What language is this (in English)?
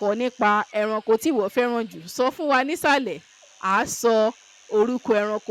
Yoruba